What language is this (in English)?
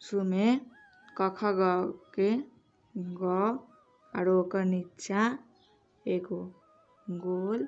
Maithili